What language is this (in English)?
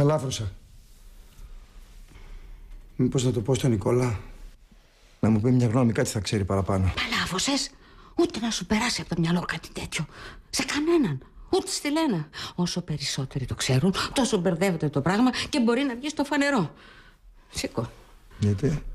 Greek